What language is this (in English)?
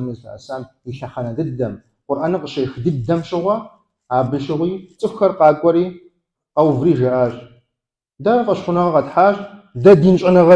Kabardian